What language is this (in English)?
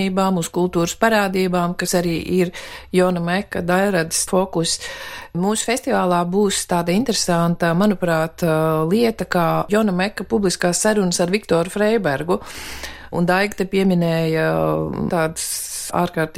Latvian